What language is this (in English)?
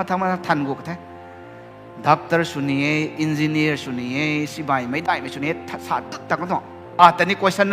Rongmei Naga